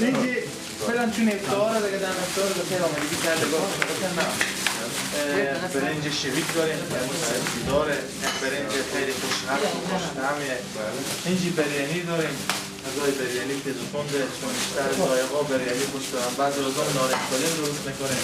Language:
Persian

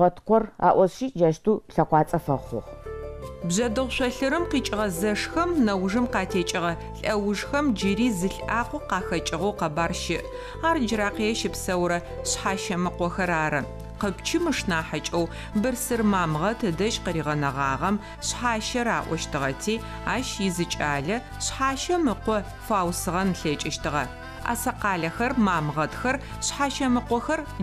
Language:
Adyghe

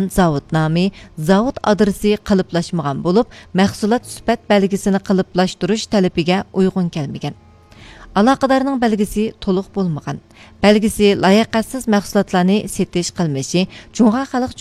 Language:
Uyghur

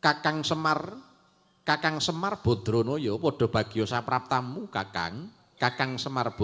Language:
Javanese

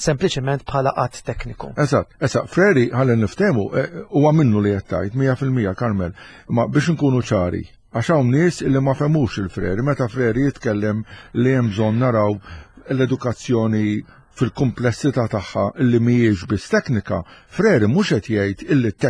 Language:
Maltese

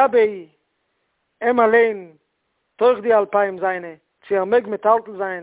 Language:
Yiddish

